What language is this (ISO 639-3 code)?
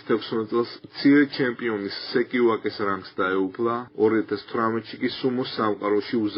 kat